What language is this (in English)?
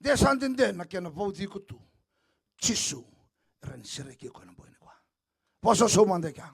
Fijian